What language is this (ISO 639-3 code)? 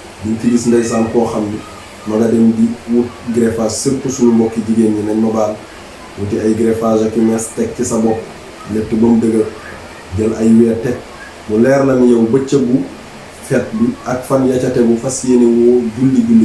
wol